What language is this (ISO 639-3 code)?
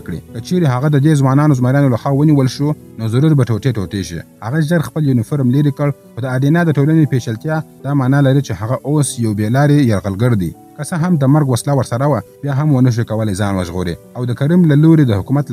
pus